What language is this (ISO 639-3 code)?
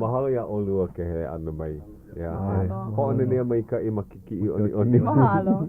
haw